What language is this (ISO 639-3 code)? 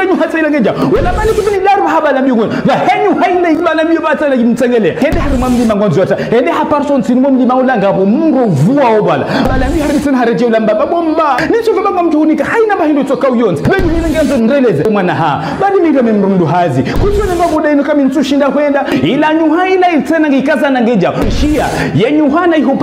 zdj